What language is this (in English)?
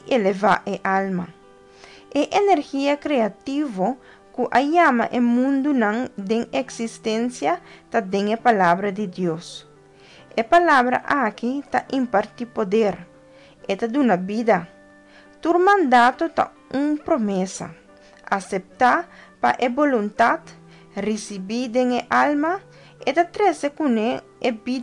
Papiamento